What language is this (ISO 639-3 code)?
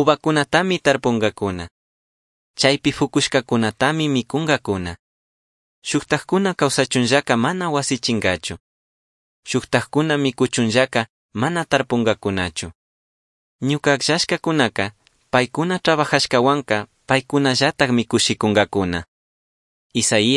qug